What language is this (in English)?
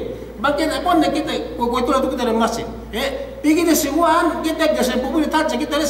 Yakan